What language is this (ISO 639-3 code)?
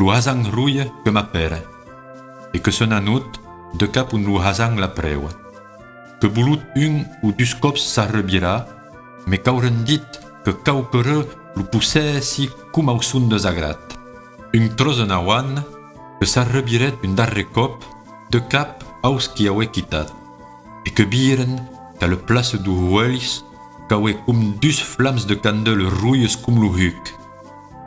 oci